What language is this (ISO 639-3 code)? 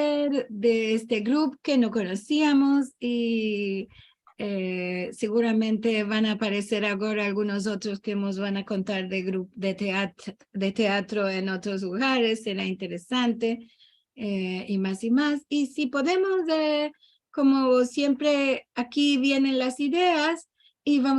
lad